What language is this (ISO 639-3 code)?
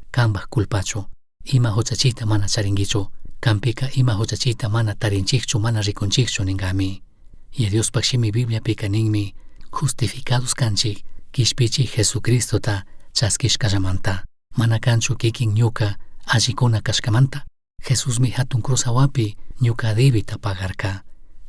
qug